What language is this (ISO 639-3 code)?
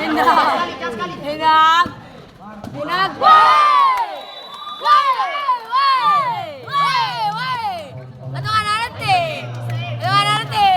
abs